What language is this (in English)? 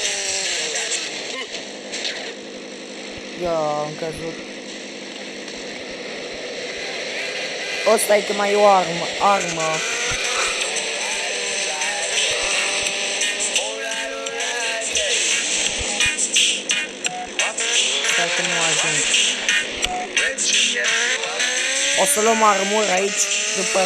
Romanian